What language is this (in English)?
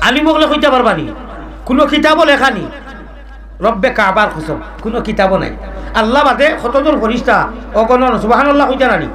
Sylheti